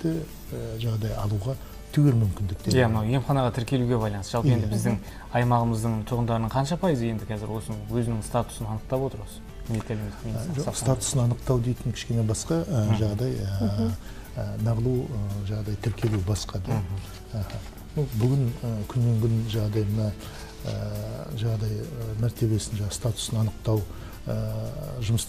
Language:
Kazakh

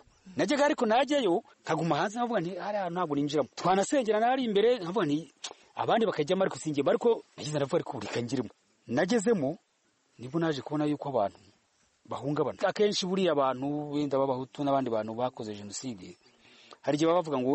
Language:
Kinyarwanda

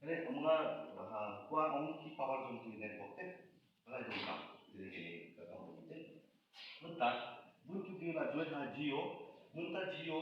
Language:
Khasi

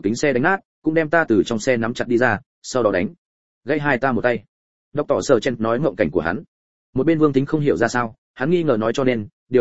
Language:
Vietnamese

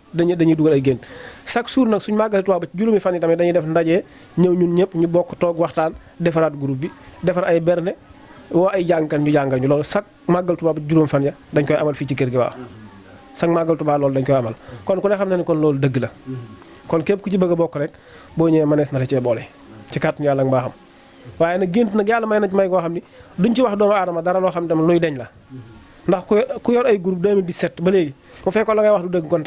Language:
Wolof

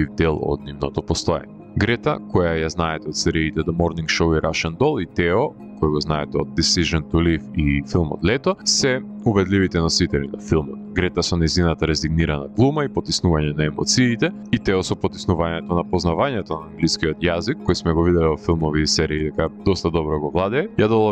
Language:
Macedonian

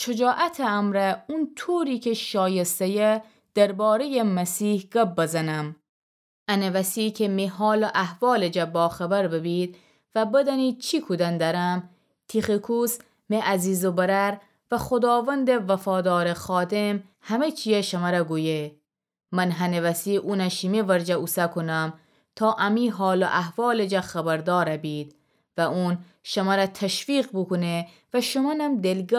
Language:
Gilaki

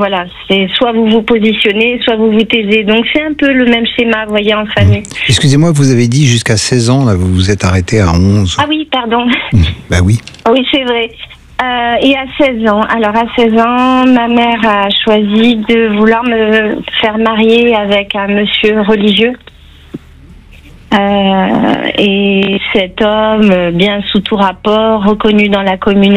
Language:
French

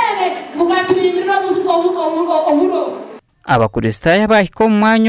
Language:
Nyankole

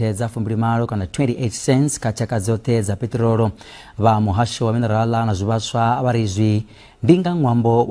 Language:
Venda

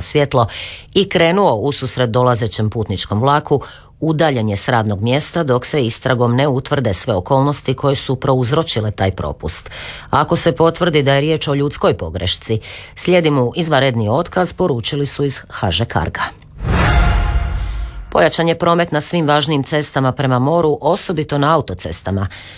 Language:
Croatian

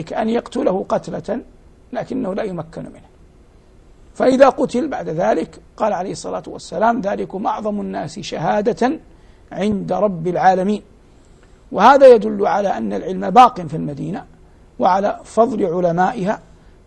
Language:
Arabic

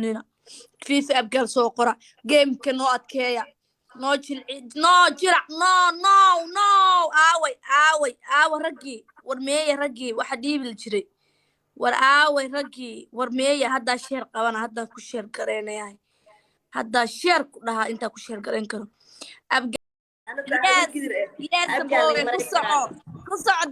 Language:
Somali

